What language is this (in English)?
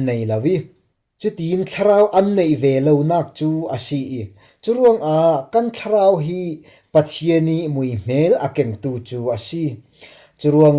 Falam Chin